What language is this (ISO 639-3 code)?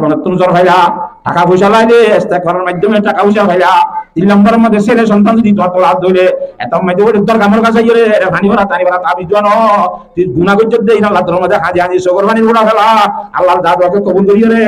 rhg